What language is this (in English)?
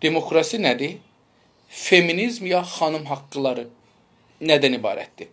South Azerbaijani